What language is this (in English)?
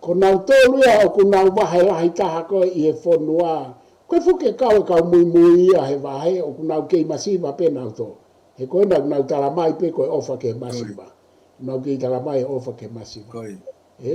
Tongan